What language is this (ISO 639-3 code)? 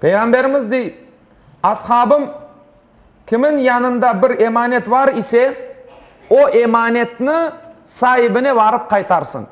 crh